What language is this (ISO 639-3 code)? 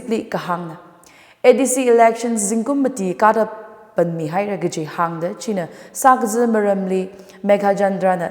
nmf